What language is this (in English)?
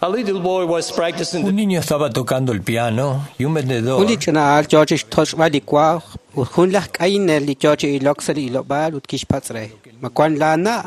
Kekchí